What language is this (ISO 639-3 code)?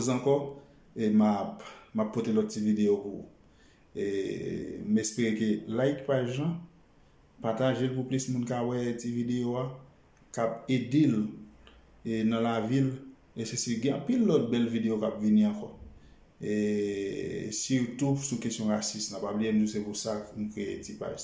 hat